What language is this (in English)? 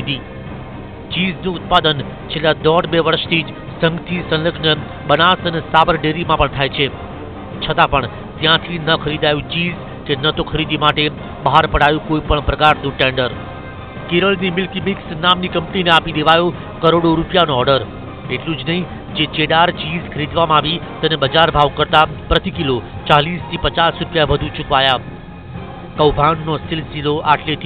Gujarati